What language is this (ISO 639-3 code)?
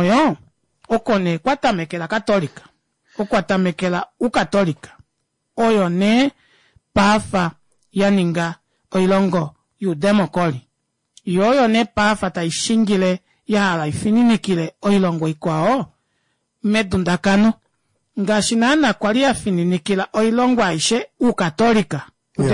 kua